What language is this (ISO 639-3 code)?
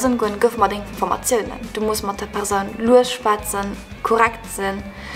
ltz